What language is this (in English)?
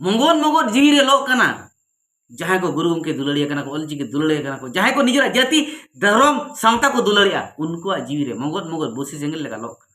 Santali